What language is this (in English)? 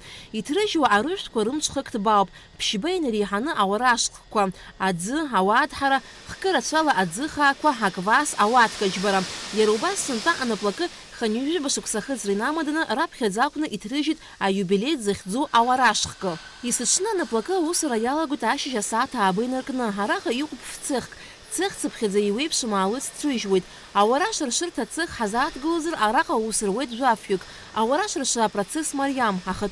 Abkhazian